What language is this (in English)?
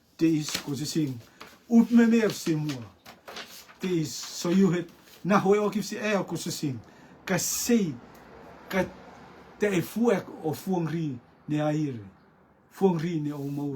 Rotuman